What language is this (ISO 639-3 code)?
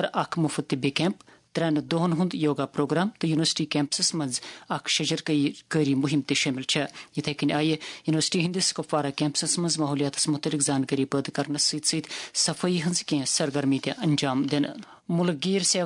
kas